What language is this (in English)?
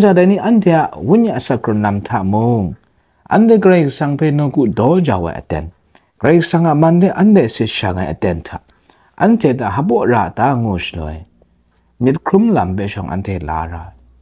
Kachin